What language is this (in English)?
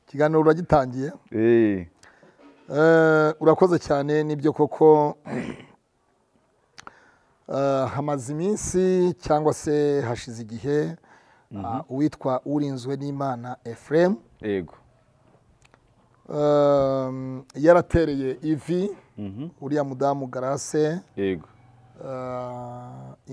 Kinyarwanda